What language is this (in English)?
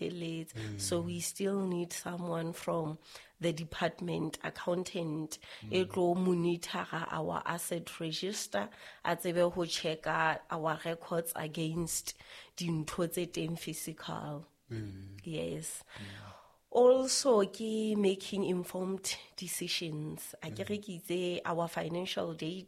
Southern Sotho